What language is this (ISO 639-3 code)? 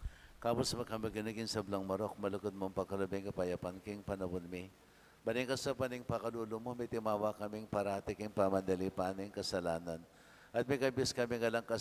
pam